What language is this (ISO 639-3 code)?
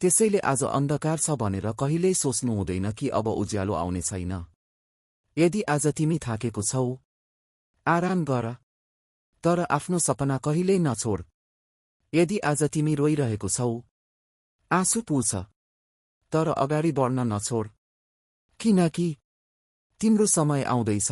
nep